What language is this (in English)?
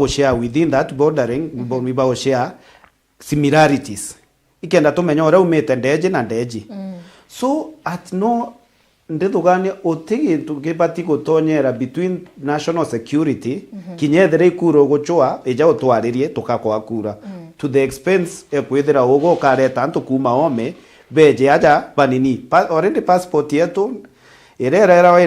Meru